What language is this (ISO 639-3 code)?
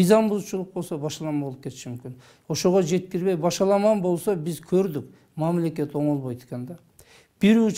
kir